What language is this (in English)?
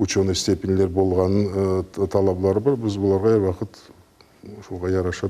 Crimean Tatar